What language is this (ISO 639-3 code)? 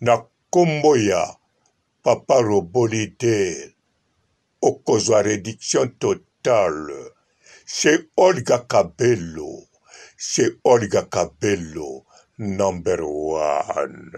lin